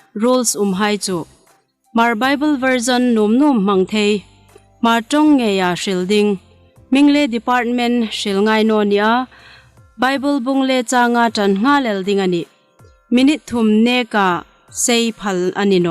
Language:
Hmar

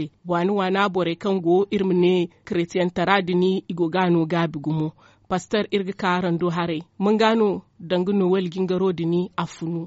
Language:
Zarma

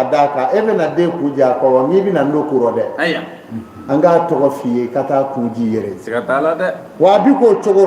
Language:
Bambara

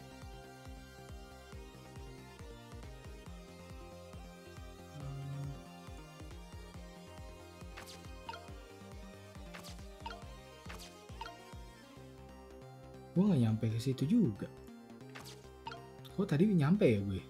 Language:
Indonesian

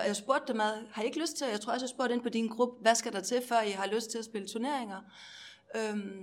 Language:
Danish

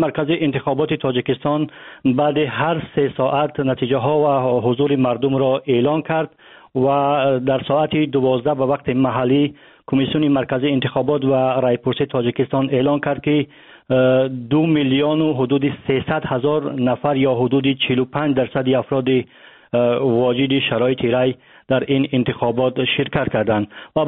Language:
Persian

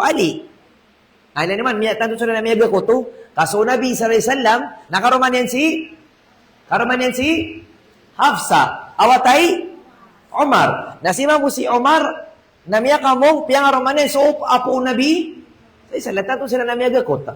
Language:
Maranao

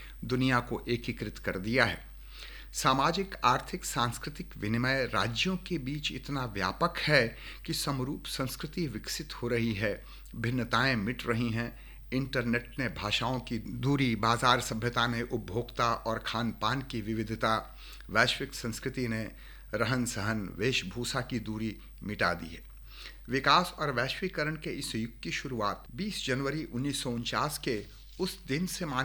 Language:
Hindi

